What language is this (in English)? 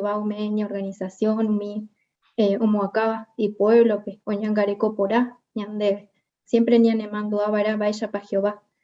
Guarani